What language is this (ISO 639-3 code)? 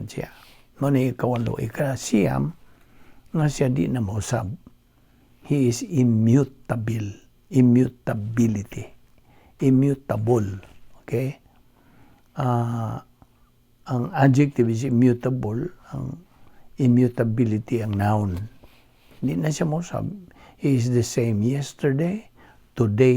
ceb